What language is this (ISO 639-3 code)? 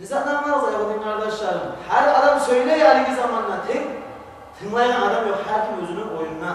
kum